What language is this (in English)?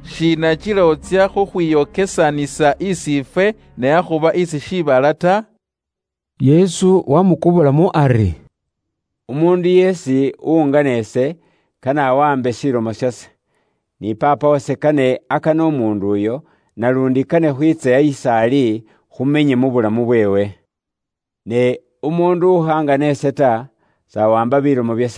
Luyia